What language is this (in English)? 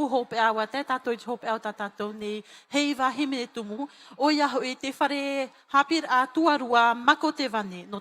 Tahitian